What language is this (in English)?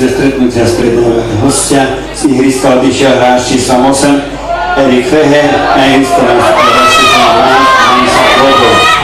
Slovak